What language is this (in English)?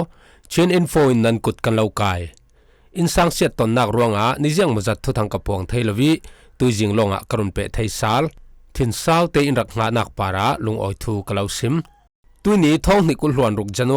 Falam Chin